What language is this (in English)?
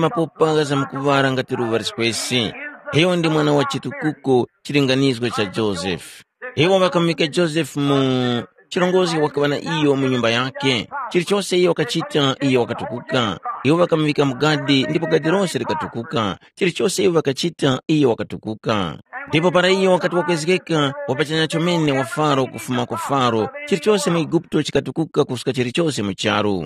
Tumbuka